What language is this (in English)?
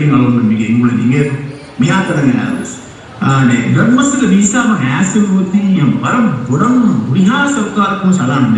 Divehi